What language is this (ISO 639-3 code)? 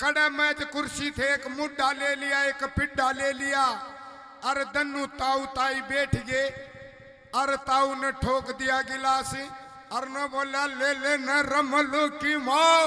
bgc